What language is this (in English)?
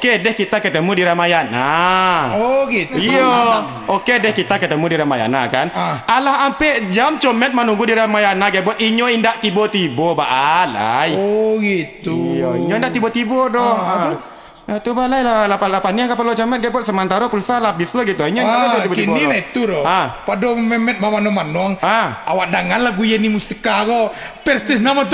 Minangkabau